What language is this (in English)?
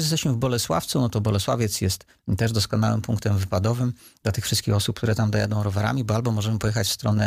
Polish